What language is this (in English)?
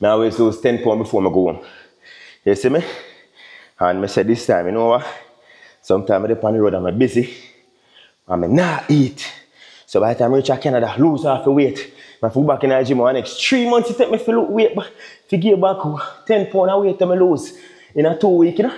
Jamaican Creole English